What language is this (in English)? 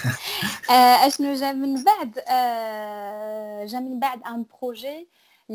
Moroccan Arabic